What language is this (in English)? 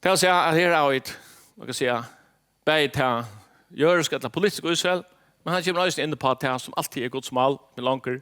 Faroese